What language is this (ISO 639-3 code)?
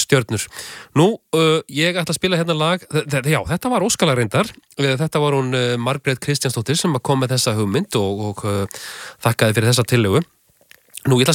isl